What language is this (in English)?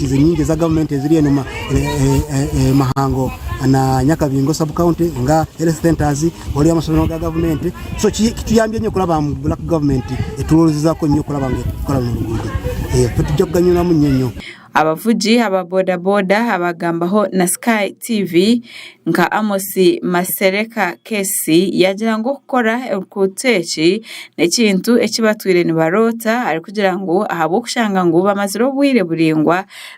Nyankole